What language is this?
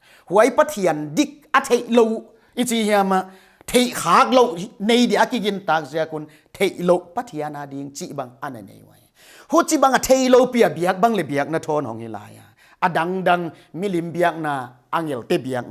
Paite Chin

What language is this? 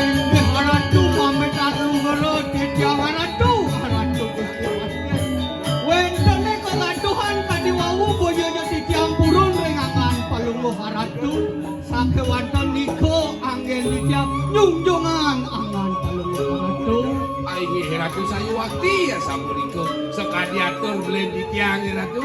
Balinese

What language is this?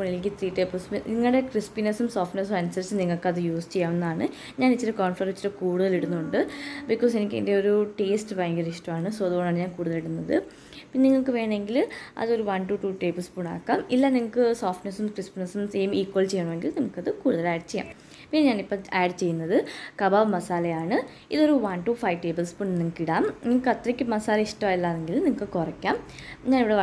Malayalam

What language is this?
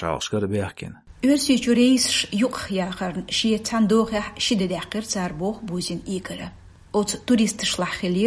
Chechen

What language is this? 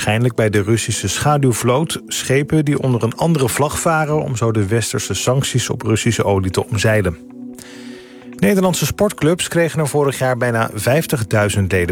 Dutch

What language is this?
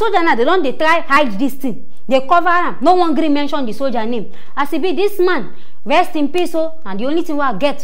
Nigerian Pidgin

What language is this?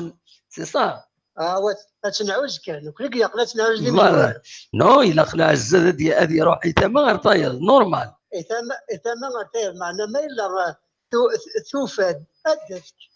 Kabyle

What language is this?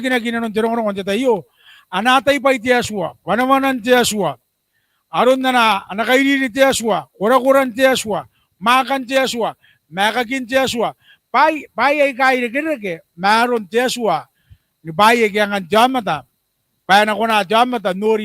Gilbertese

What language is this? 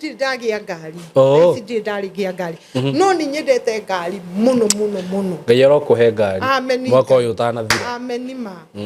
Kikuyu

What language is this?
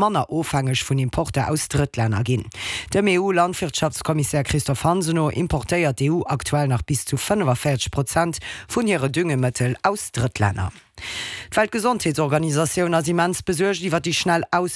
Luxembourgish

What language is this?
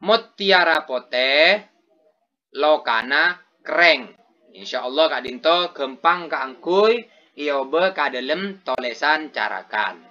Madurese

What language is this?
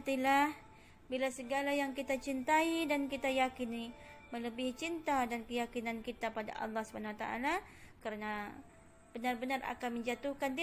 Malay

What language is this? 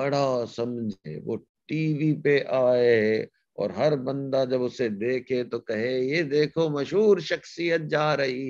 Urdu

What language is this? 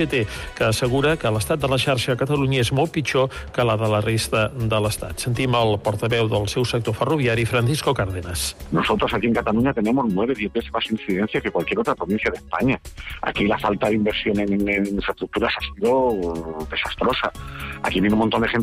Catalan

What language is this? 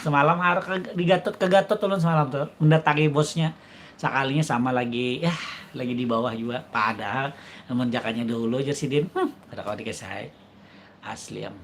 Banjar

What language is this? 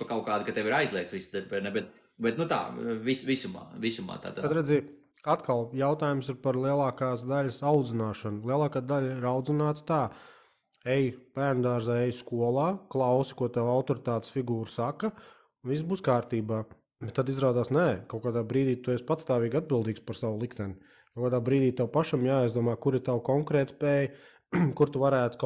Latvian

